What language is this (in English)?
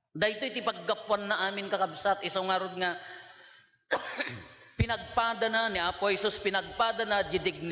Iloko